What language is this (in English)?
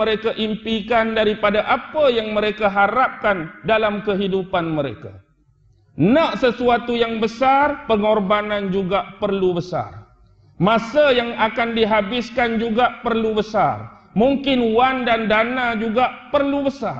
Malay